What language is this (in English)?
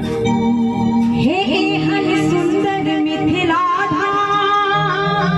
Maithili